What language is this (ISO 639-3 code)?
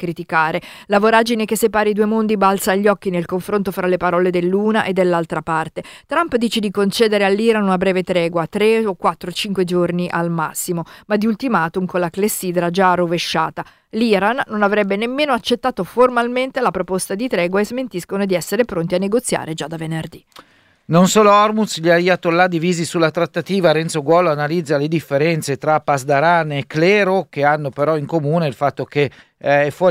ita